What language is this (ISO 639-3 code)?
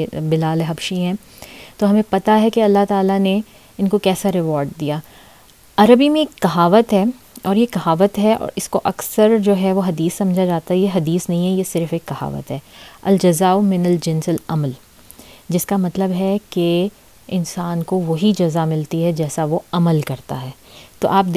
urd